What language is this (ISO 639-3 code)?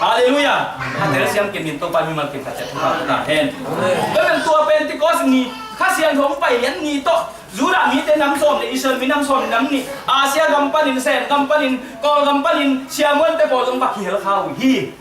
ctd